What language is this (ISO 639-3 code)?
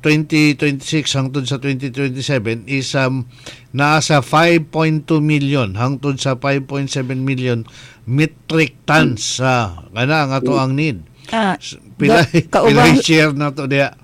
ceb